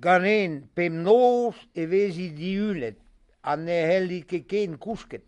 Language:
Breton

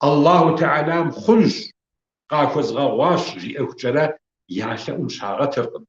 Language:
Kabardian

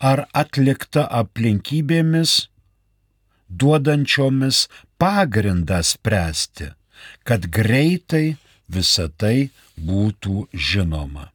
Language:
Lithuanian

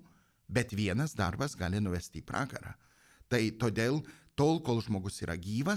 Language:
Lithuanian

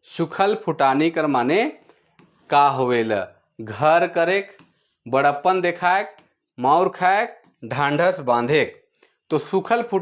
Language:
Sadri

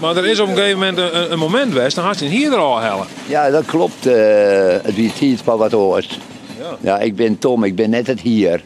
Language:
Western Frisian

